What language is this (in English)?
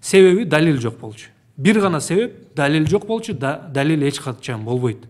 Kyrgyz